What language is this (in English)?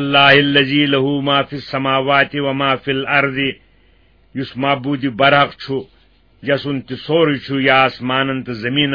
Kashmiri